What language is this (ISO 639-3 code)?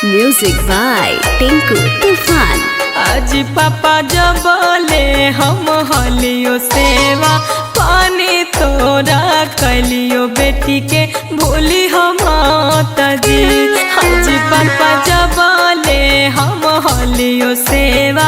mag